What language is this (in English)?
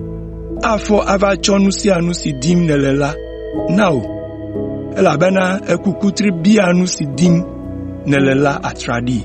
Ewe